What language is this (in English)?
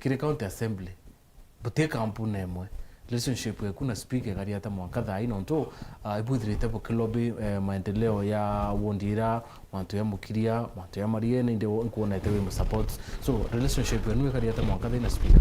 Meru